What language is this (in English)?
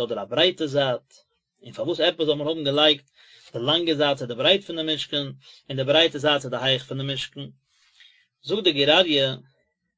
Yiddish